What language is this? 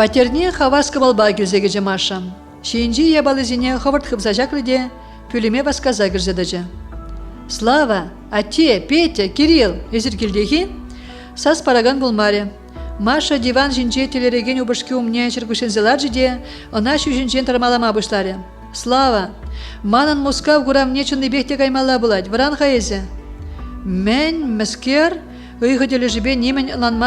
Chuvash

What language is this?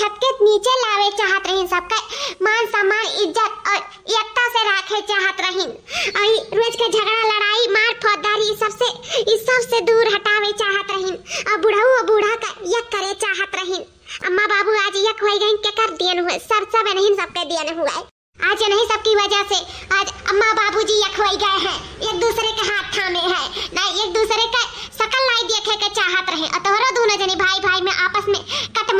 Awadhi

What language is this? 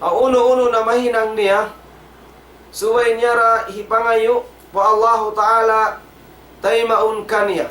Tausug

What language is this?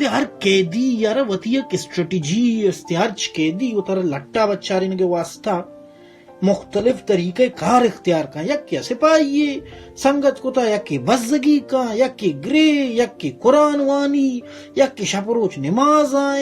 Baluchi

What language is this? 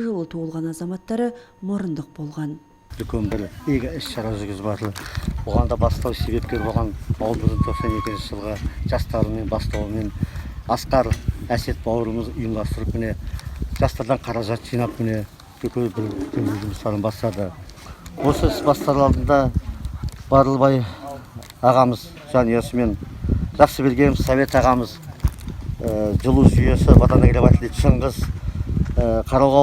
Kazakh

